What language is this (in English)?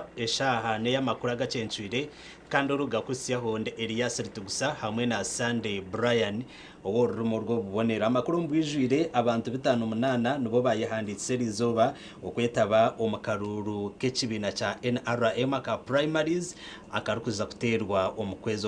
Nyankole